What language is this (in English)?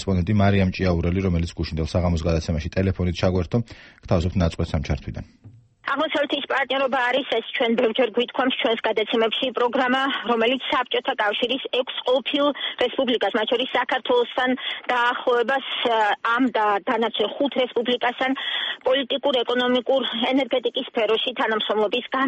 Georgian